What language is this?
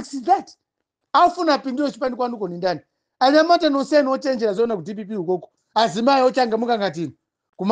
Nyanja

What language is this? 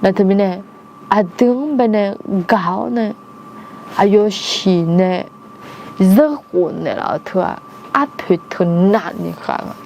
Akha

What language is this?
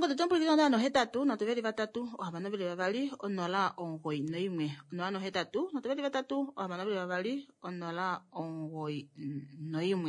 Kuanyama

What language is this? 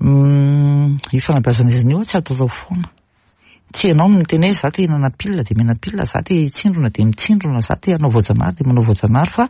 Malagasy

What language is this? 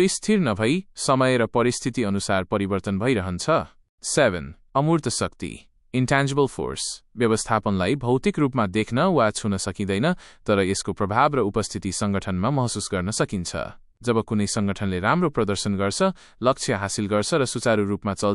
Nepali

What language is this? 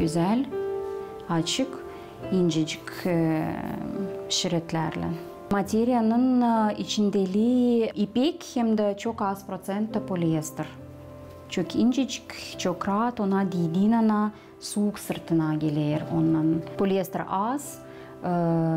Gagauz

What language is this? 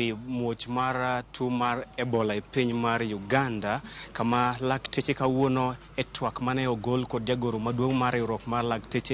Luo (Kenya and Tanzania)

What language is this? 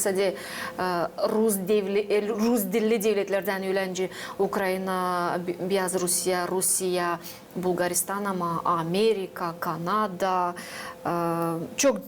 Gagauz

